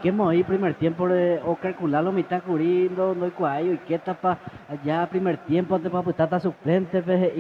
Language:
Guarani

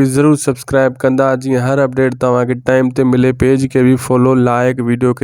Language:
Sindhi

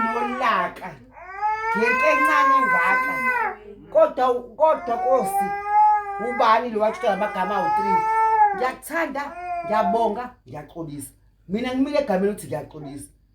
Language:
Zulu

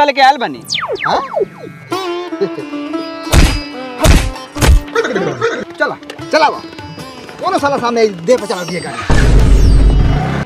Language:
Bhojpuri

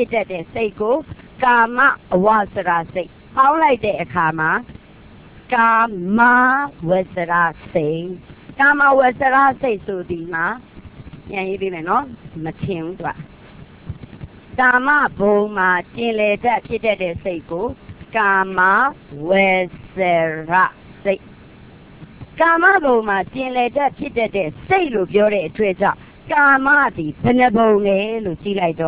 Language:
Burmese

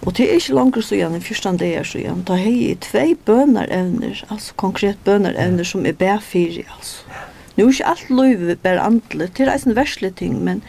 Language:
Faroese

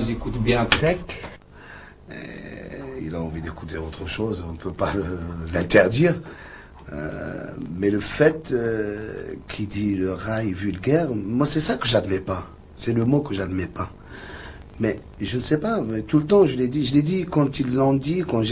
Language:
French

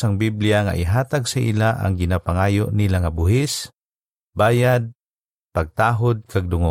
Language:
Hiligaynon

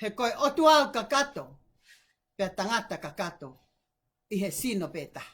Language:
Tongan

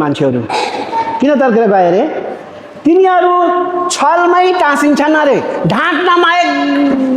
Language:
Nepali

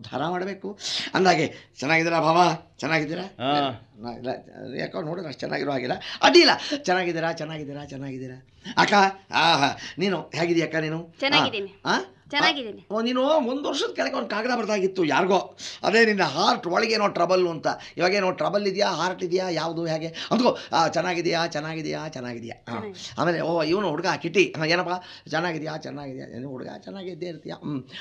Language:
Kannada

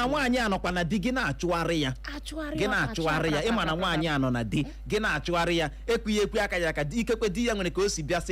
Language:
Igbo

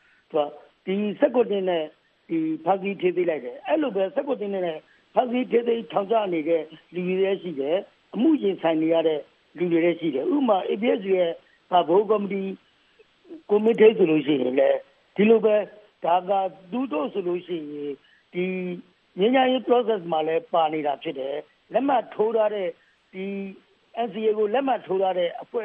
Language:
Burmese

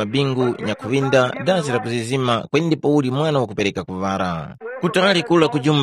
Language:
Tumbuka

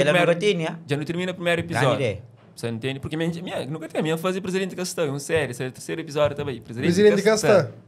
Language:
Kabuverdianu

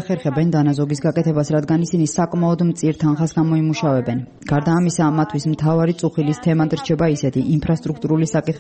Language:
Georgian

